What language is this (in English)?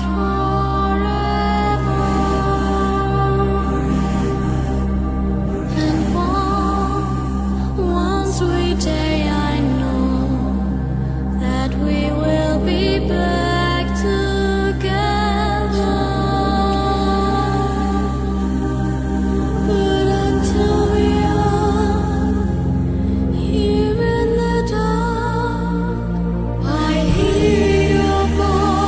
English